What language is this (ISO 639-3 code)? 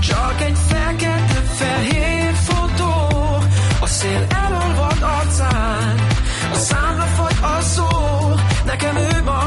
hun